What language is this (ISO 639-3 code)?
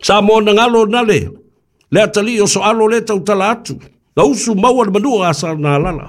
smo